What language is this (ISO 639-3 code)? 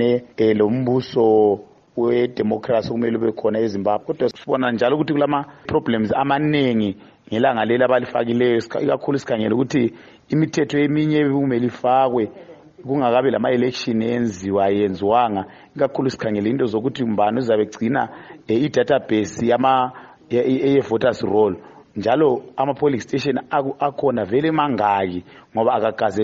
nde